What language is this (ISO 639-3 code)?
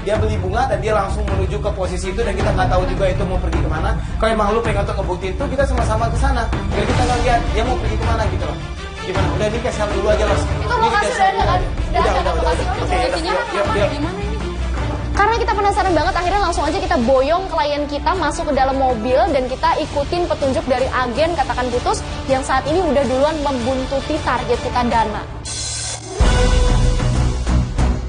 ind